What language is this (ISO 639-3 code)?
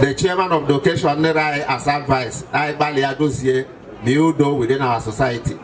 ibo